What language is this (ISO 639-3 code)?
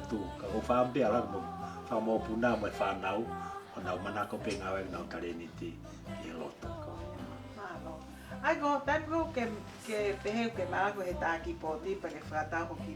ton